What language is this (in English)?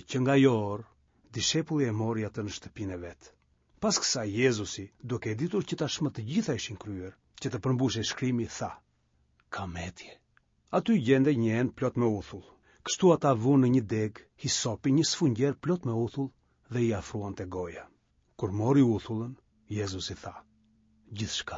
Albanian